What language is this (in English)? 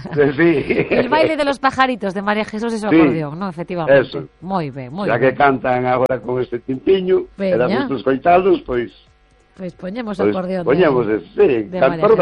Galician